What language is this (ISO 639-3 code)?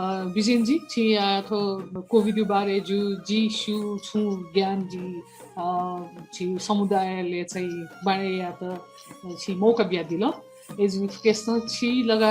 new